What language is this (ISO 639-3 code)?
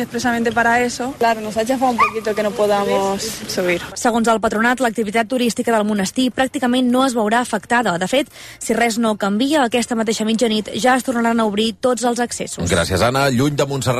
cat